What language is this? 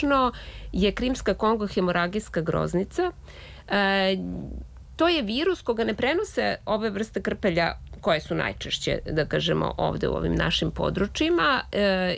Serbian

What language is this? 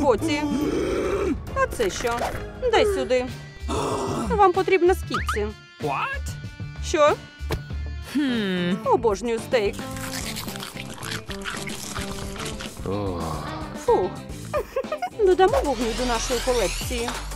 Ukrainian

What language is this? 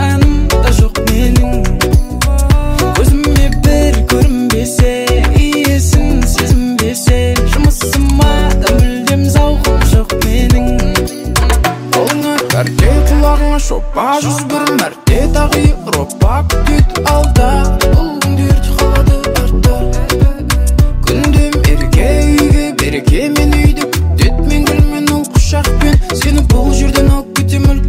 Kazakh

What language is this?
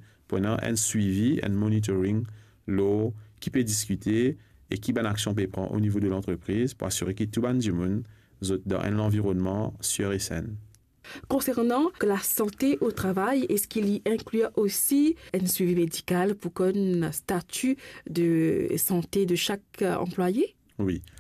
Morisyen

